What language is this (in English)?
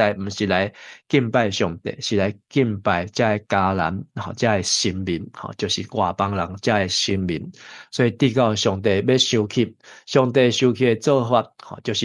Min Nan Chinese